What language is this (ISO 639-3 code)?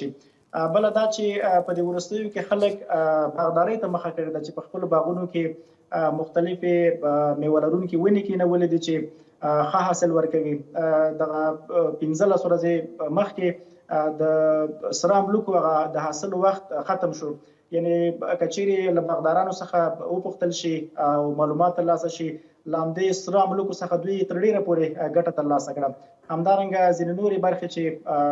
pus